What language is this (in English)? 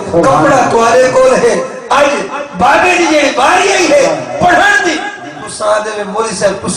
Saraiki